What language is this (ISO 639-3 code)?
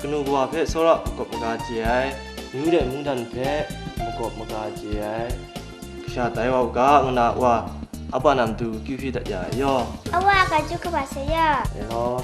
kac